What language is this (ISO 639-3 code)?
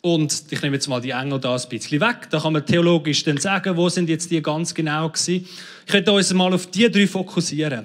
gsw